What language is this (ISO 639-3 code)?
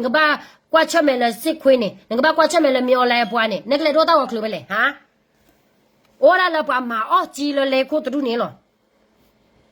ksw